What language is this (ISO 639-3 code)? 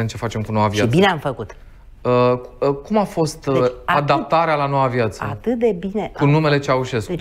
ron